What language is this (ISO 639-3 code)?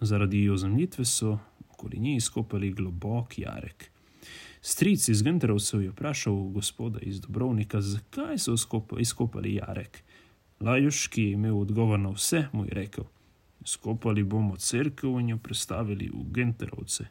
slv